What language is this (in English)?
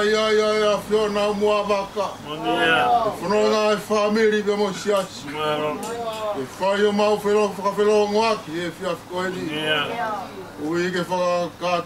Tongan